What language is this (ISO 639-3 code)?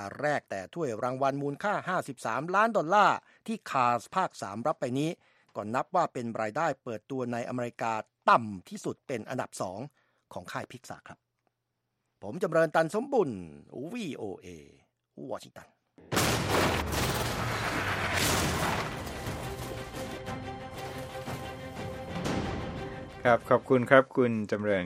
tha